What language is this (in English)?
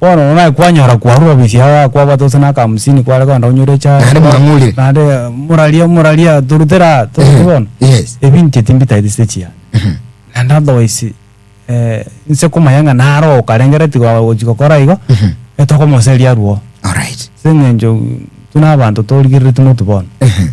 Gusii